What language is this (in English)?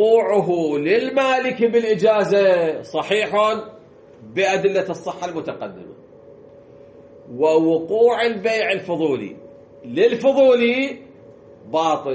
Arabic